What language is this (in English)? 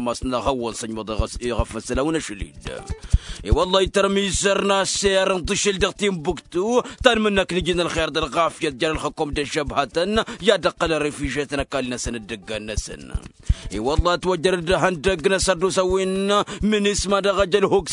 Tamasheq